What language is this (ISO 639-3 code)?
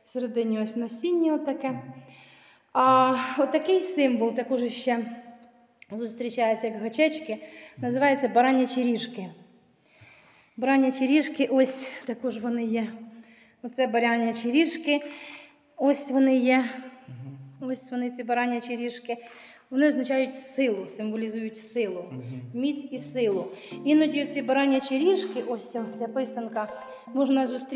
ukr